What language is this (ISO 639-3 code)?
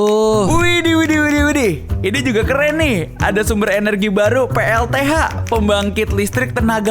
xmm